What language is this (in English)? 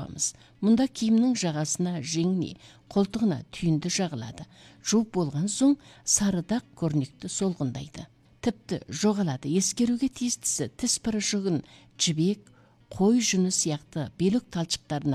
Kazakh